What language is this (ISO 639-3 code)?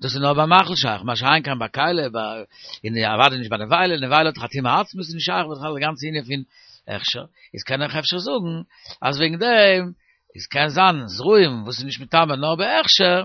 yid